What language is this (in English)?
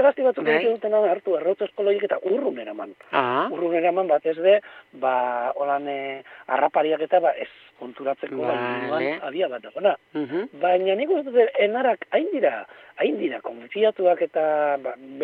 Basque